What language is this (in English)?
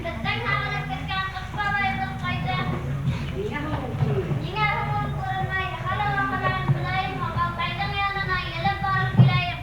Bashkir